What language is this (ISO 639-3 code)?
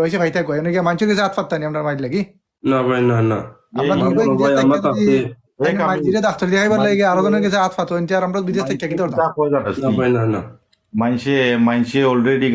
syl